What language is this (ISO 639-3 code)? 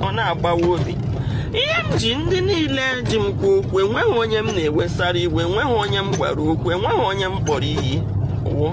ibo